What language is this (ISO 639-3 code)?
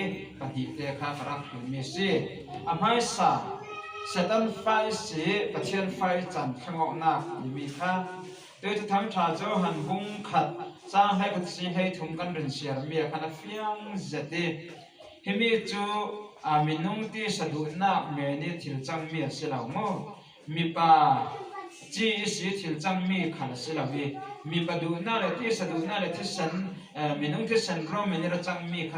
cfm